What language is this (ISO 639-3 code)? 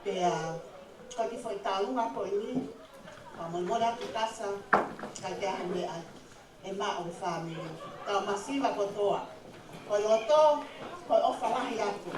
ton